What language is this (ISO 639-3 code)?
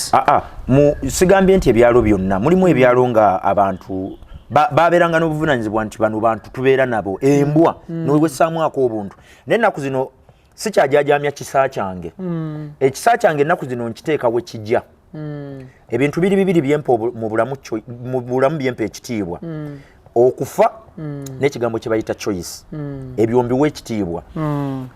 lug